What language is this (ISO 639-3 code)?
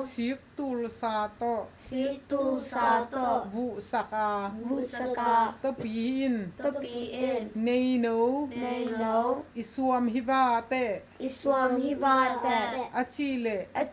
ctd